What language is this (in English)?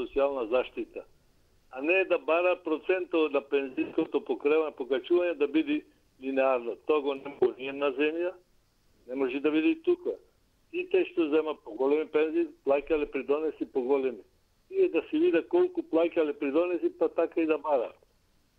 Macedonian